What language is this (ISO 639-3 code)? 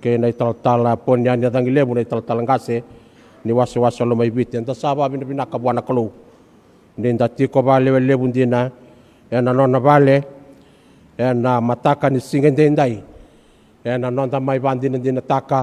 fij